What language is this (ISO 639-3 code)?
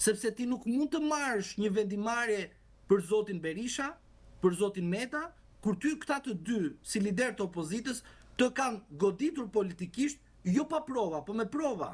sqi